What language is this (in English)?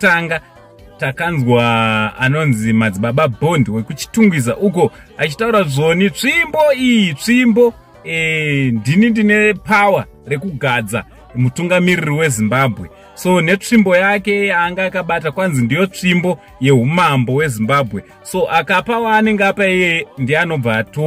Shona